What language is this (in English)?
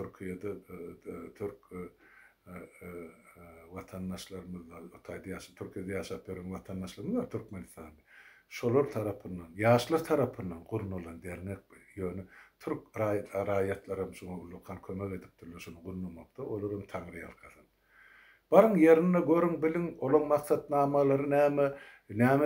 Turkmen